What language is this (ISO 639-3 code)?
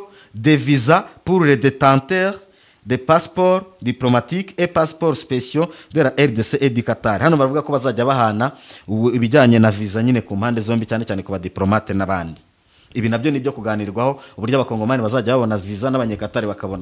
kin